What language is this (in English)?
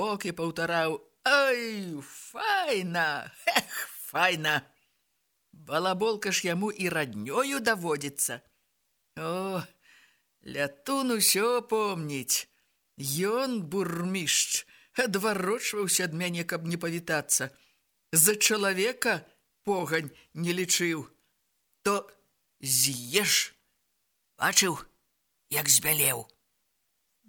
Belarusian